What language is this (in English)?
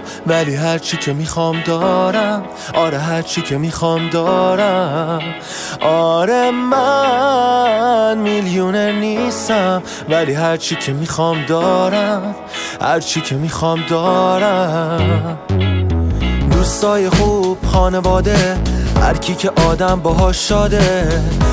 Persian